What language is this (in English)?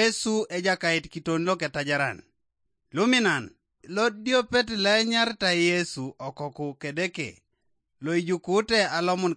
Teso